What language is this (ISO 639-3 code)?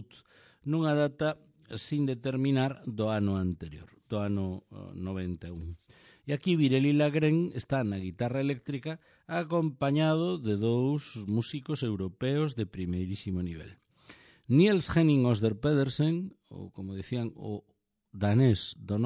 glg